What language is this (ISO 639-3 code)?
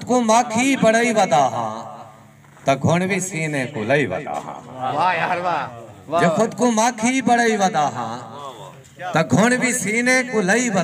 skr